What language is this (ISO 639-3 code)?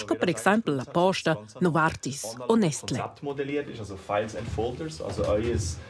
roh